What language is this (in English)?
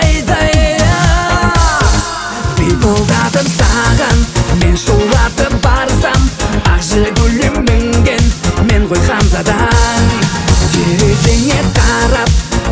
Kazakh